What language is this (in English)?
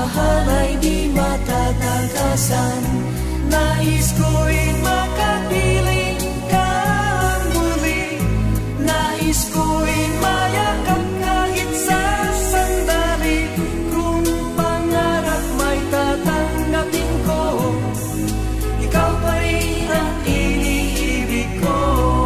Filipino